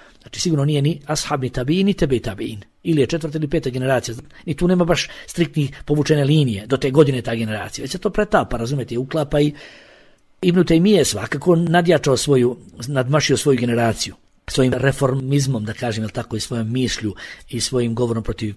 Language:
Bosnian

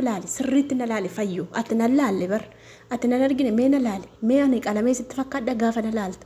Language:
Oromo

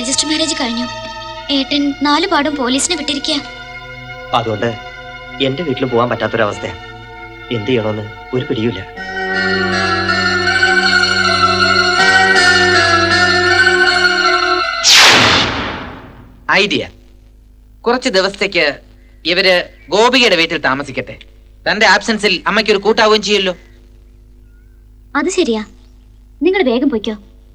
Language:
Malayalam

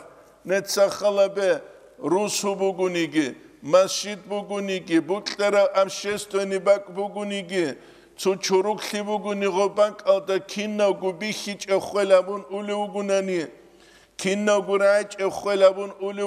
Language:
Avaric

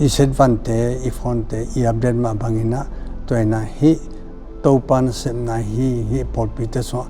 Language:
Tedim Chin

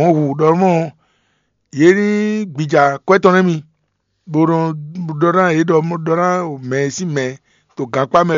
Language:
Fon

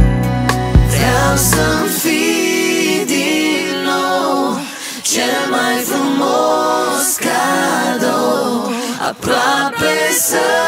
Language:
Romanian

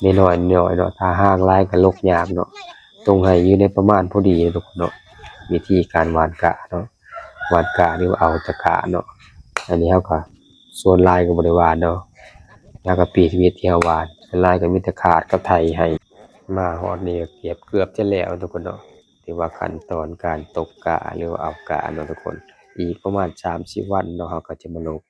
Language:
Lao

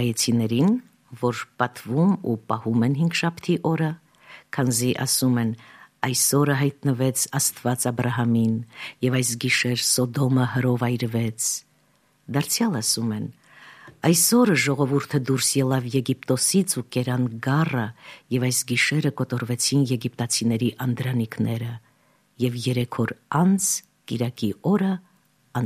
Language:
Armenian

